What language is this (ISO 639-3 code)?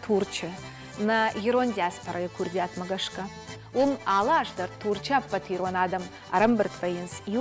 oss